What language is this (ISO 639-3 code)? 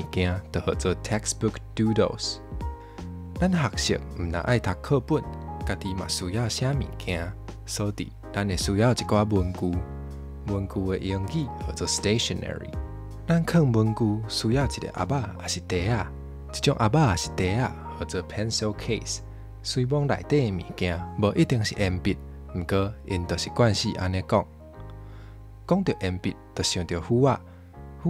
nan